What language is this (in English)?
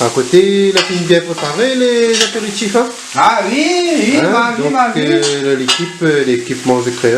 Réunion Creole French